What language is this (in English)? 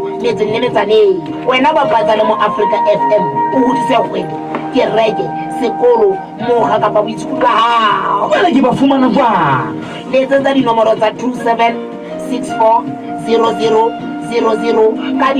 Southern Sotho